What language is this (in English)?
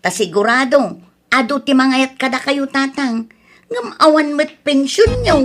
Iloko